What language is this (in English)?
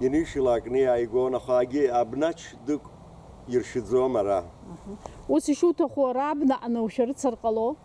Abkhazian